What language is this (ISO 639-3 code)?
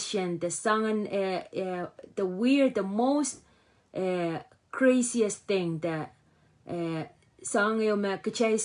pon